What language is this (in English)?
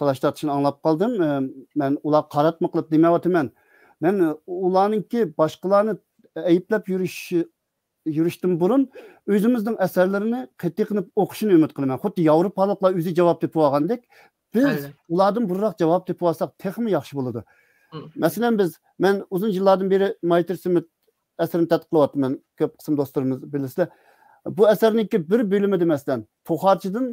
Uyghur